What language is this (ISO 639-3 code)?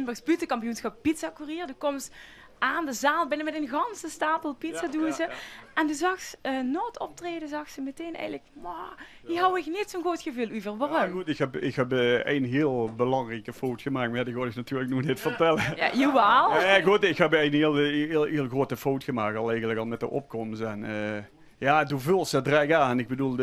lim